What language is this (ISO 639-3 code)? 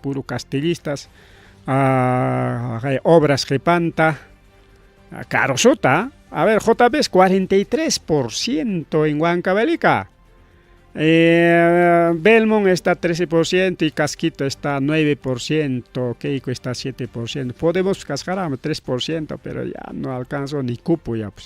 quy